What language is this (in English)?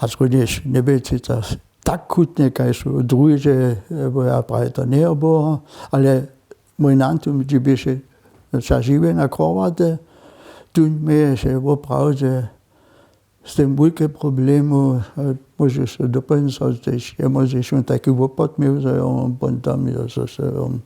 Upper Sorbian